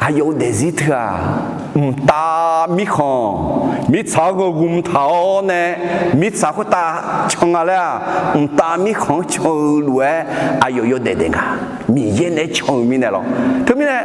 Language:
Akha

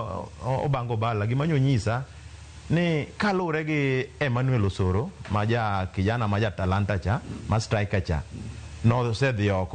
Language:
Luo (Kenya and Tanzania)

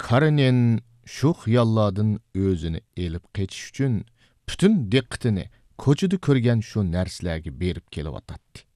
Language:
Uyghur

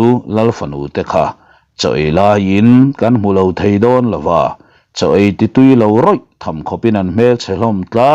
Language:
Mizo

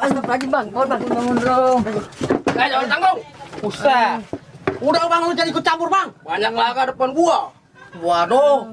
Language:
Betawi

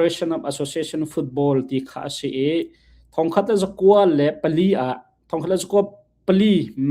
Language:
Hakha Chin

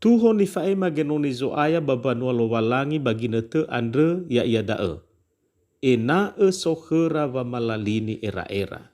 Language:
Nias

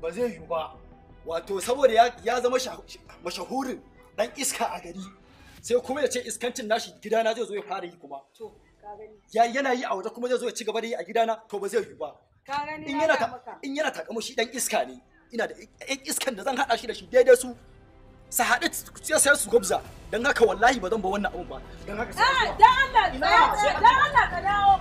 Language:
Hausa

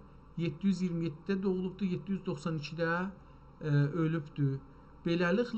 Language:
South Azerbaijani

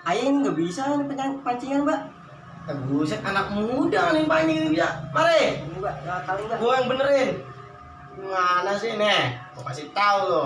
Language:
Betawi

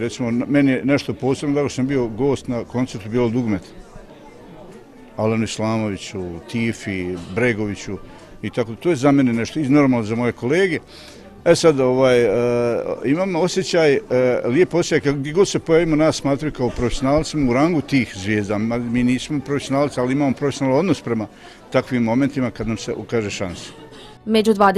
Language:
Bosnian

